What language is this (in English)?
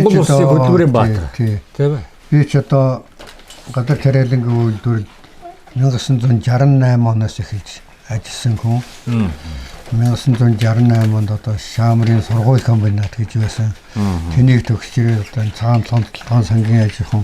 Mongolian